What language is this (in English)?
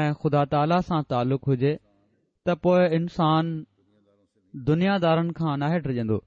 Sindhi